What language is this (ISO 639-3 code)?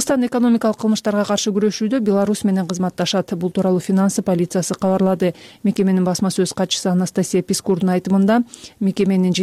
kir